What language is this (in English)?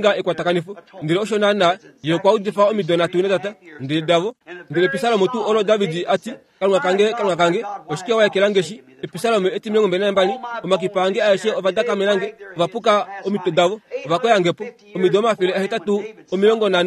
Kuanyama